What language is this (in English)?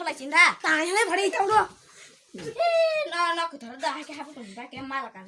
Kok Borok